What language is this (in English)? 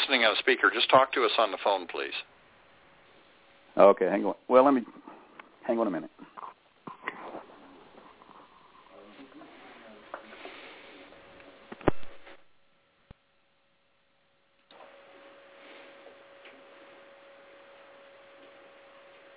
English